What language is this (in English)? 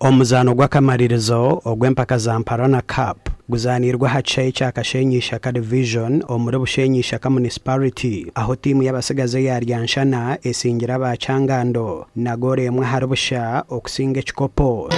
Nyankole